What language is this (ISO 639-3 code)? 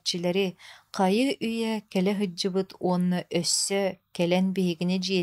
sah